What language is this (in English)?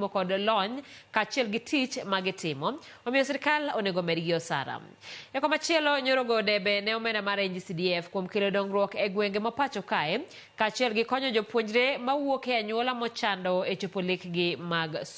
Luo (Kenya and Tanzania)